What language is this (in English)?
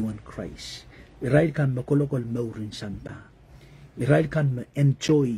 Pohnpeian